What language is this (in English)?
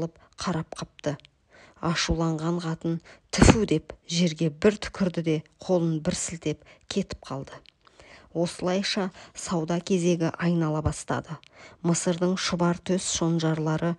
Kazakh